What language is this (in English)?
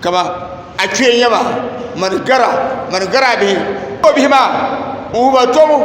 Dagbani